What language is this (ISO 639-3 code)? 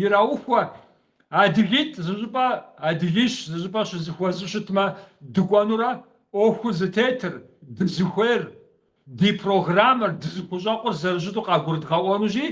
kbd